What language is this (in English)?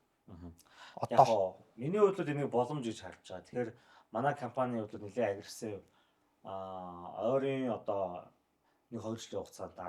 Mongolian